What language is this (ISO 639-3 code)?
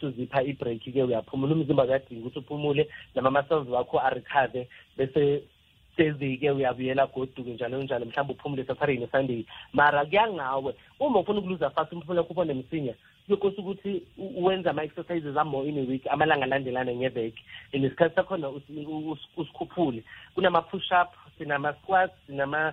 nbl